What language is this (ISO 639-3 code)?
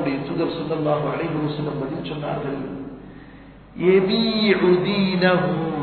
tam